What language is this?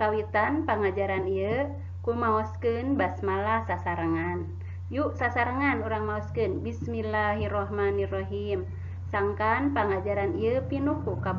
Sundanese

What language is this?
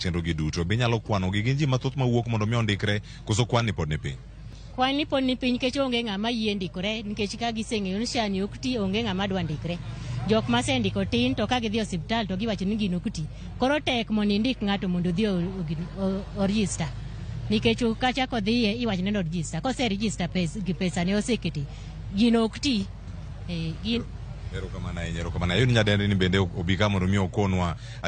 Luo (Kenya and Tanzania)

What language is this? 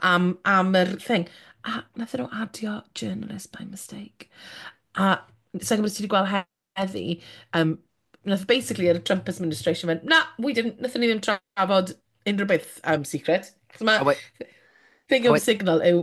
Welsh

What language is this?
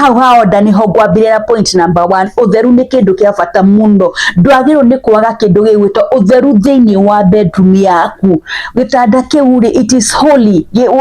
Kikuyu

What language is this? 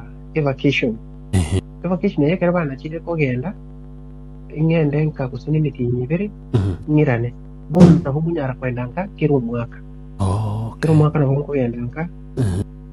Gusii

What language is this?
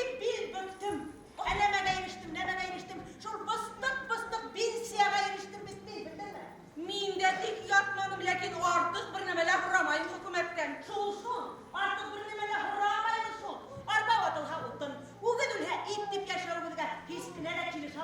Bashkir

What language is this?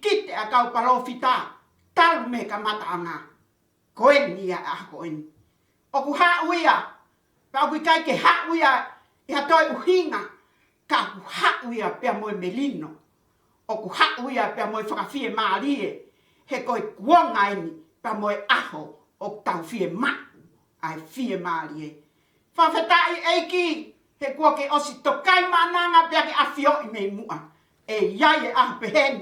Tongan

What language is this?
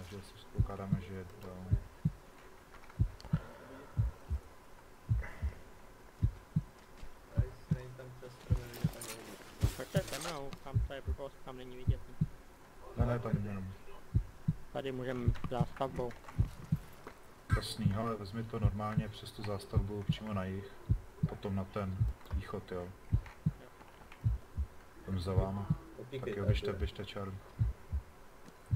Czech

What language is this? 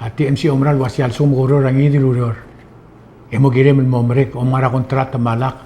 Palauan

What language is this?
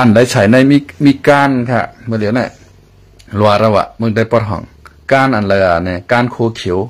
Shan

